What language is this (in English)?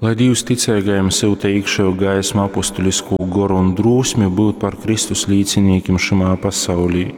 Latgalian